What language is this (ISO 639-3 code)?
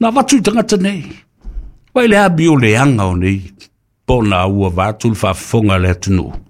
smo